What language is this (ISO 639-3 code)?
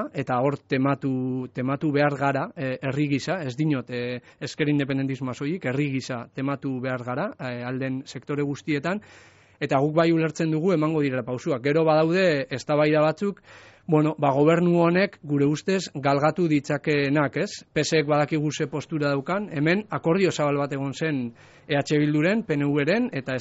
eus